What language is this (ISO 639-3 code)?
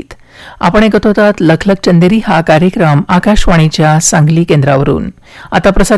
mar